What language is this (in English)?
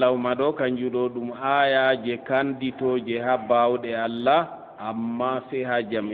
Fula